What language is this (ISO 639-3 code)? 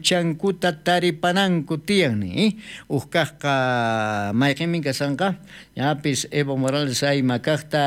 quh